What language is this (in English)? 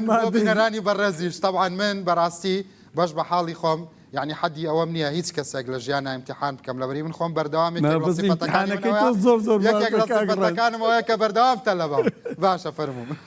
Central Kurdish